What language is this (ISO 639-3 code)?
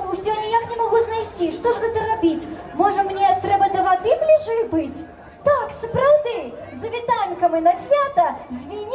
bel